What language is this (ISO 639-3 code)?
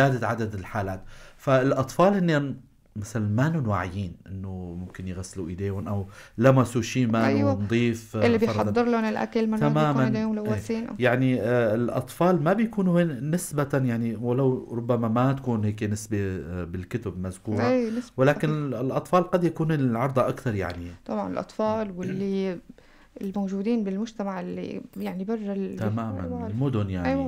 apc